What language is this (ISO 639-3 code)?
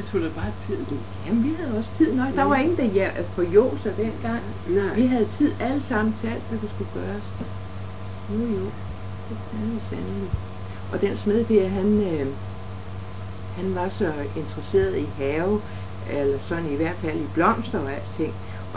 dan